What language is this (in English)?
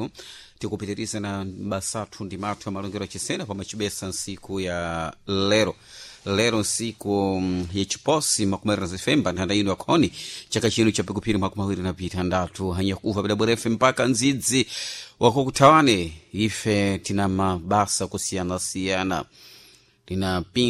Sena